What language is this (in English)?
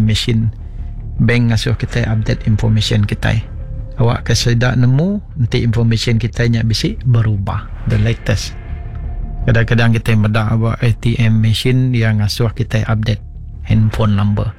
Iban